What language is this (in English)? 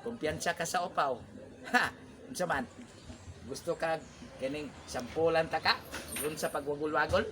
Cebuano